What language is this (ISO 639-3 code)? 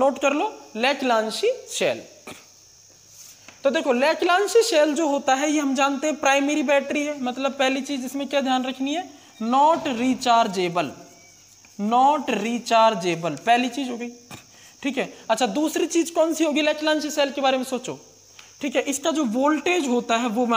hin